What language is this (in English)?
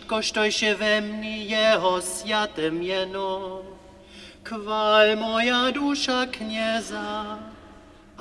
Upper Sorbian